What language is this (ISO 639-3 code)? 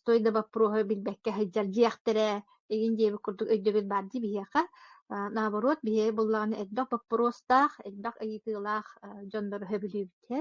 sah